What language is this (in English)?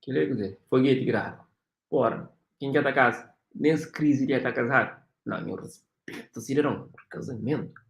Kabuverdianu